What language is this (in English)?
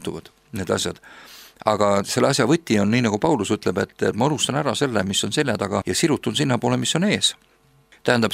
Estonian